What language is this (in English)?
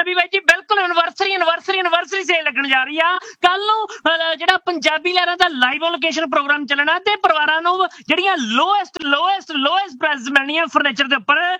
Punjabi